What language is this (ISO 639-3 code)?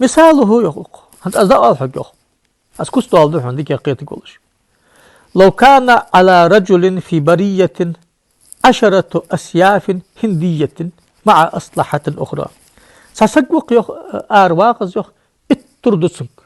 inh